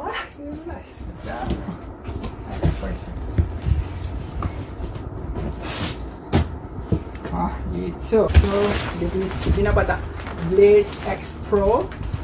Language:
Malay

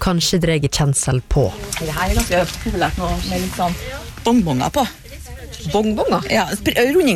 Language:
Norwegian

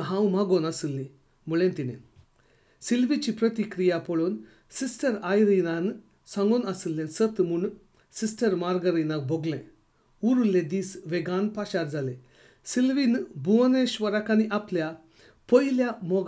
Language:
Konkani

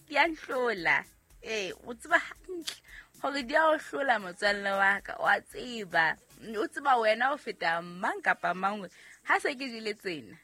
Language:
Southern Sotho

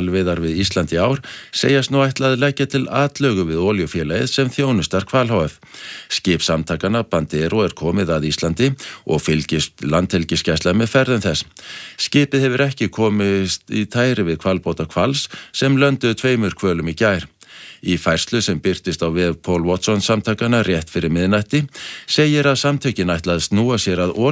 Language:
Icelandic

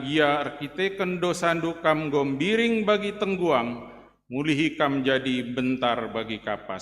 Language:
Batak Karo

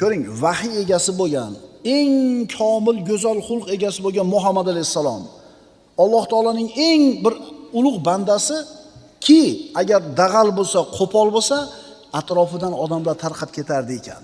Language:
Uzbek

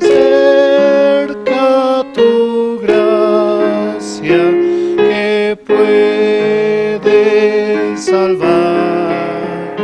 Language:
South Bolivian Quechua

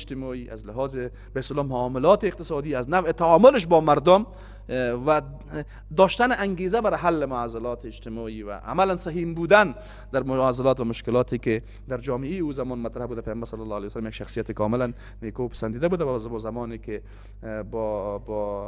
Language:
Persian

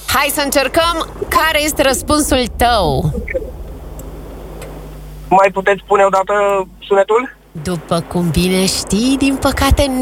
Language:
Romanian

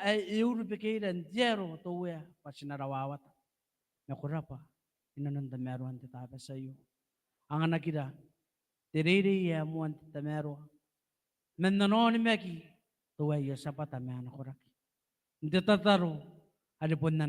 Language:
Gilbertese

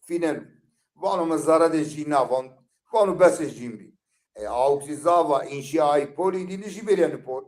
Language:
Zaza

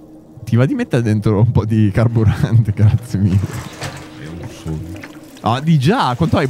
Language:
Italian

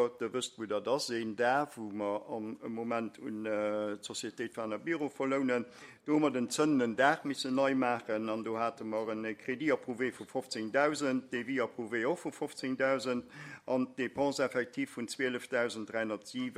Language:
Luxembourgish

